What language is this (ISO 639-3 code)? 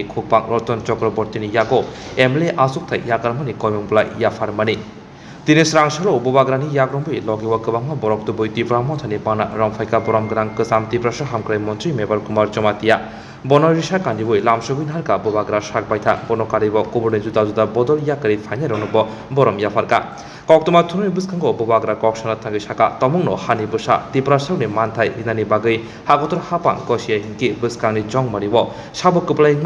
trp